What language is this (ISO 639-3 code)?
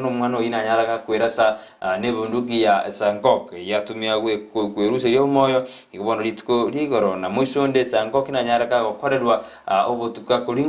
guz